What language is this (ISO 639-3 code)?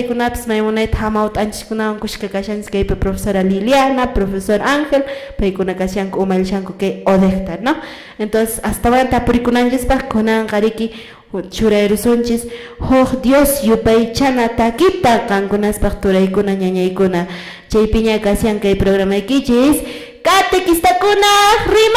que